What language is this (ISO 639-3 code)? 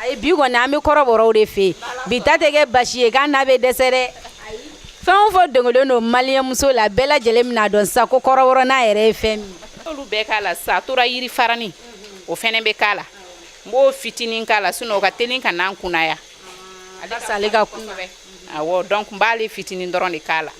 bam